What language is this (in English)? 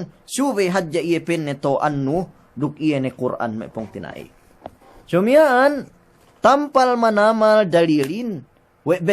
Yakan